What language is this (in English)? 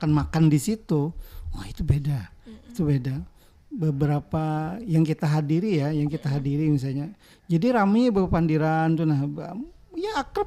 Banjar